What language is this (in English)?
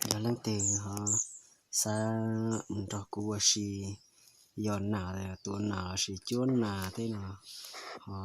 Hmong